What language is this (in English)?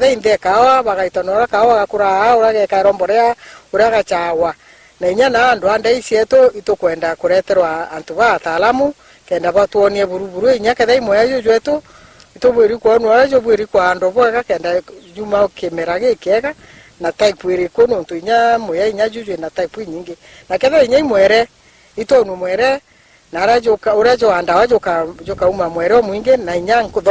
Meru